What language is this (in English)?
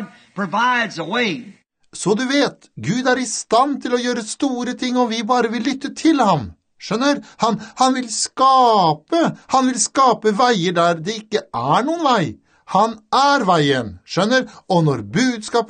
Norwegian